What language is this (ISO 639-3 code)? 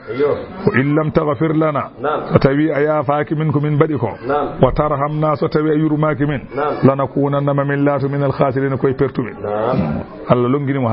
ful